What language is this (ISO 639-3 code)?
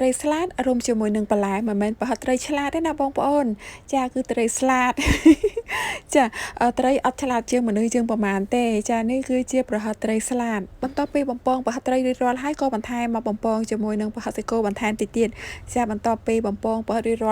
khm